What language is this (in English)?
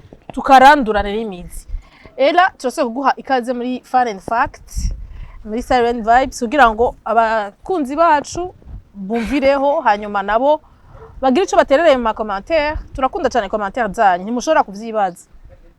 Rundi